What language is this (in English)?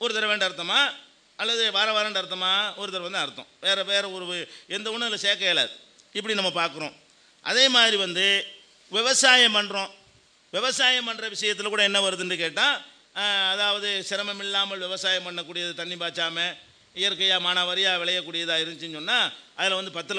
Tamil